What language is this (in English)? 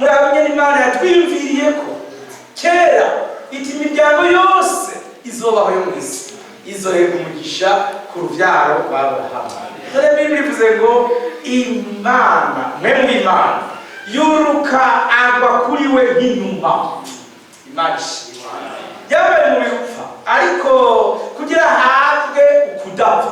Rundi